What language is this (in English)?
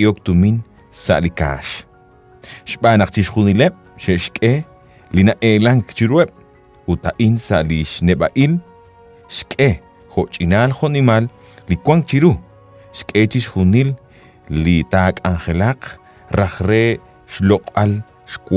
Kekchí